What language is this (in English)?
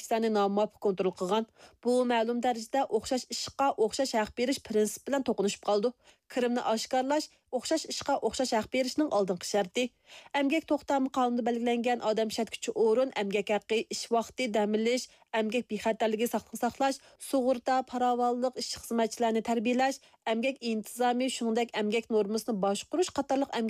Uyghur